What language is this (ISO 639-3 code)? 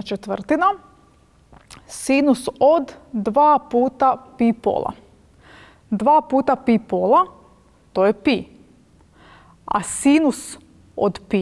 hrv